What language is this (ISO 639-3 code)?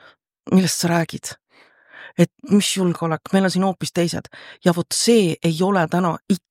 est